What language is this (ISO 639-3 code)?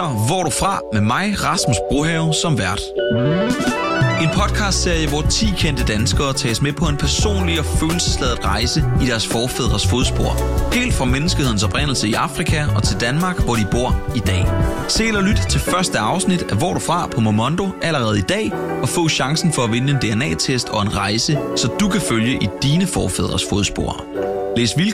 dan